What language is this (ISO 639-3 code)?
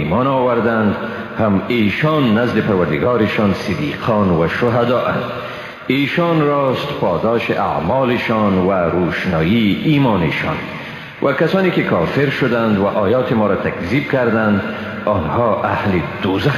fas